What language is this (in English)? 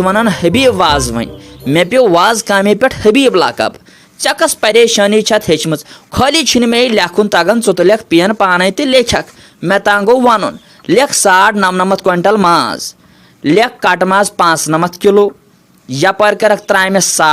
Kashmiri